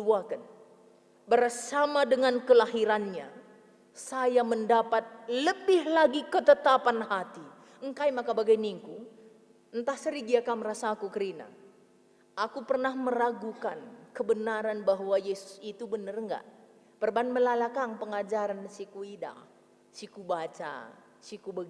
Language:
Batak Karo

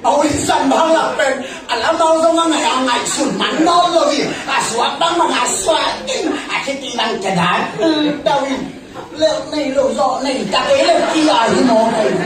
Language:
Tedim Chin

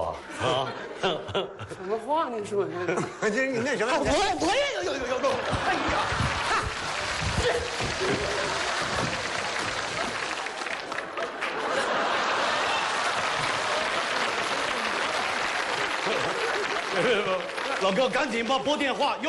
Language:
Chinese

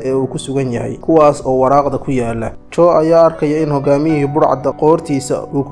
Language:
Somali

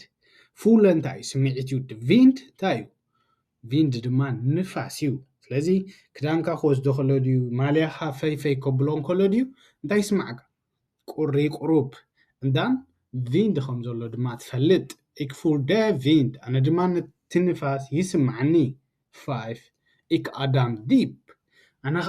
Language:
Tigrinya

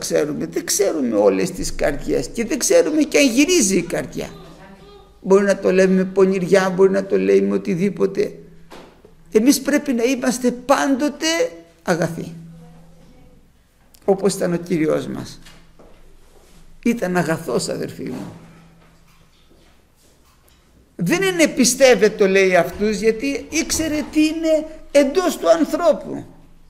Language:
Greek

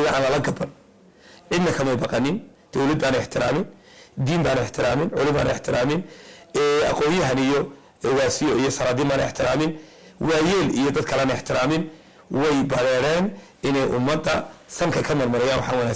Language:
Somali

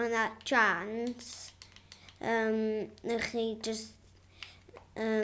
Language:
Welsh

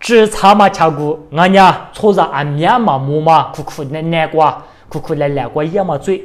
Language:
Lisu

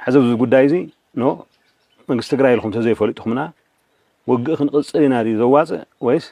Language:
Tigrinya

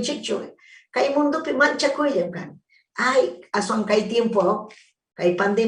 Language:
Ayacucho Quechua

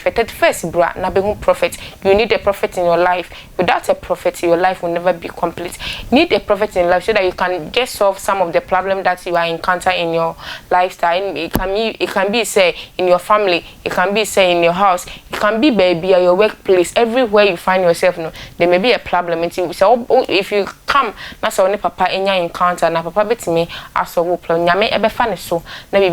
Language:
Akan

